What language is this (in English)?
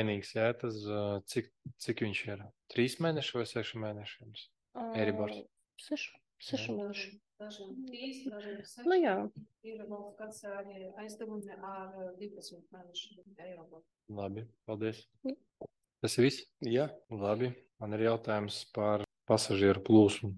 Latvian